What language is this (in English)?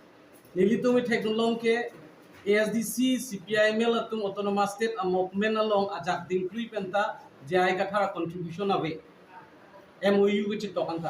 Karbi